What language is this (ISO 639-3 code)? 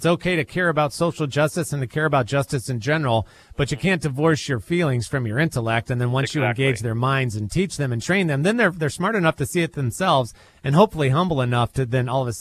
eng